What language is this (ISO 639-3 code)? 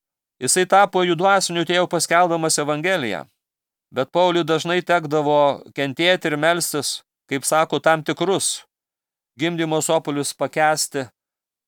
lit